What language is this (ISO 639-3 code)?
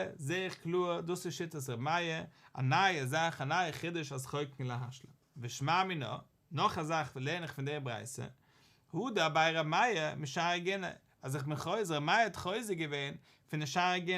yid